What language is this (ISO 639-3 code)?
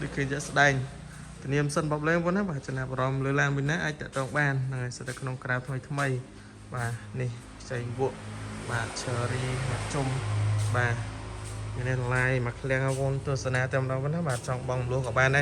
khm